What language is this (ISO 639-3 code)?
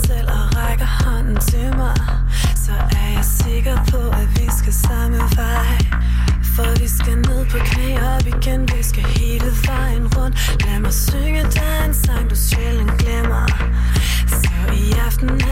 dan